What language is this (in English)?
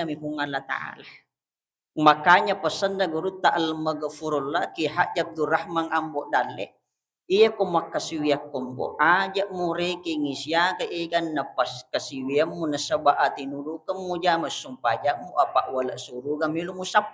Buginese